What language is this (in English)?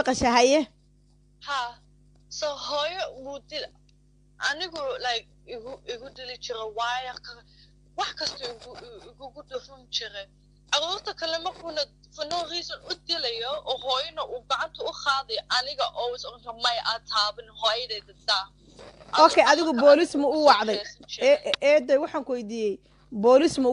Somali